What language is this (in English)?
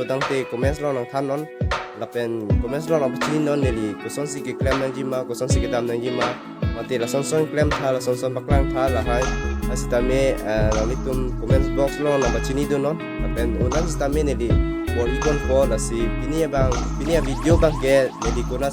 Karbi